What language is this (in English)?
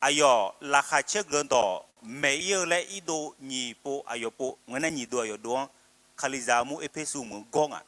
Akha